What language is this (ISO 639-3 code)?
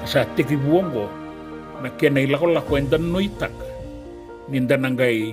fij